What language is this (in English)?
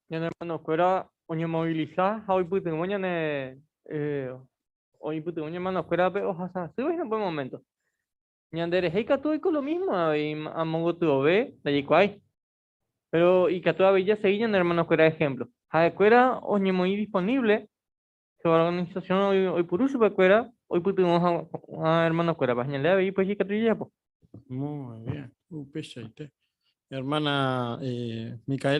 Guarani